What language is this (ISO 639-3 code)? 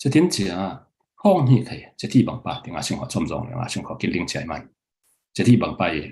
cfm